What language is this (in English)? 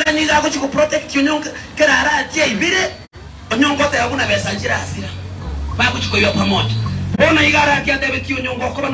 Gusii